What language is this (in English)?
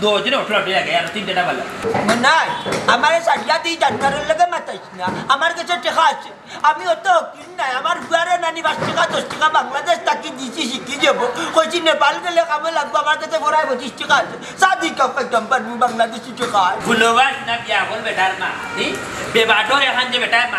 Sylheti